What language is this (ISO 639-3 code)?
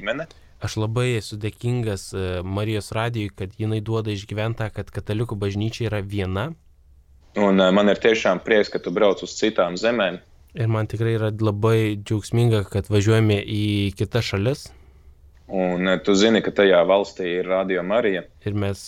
lit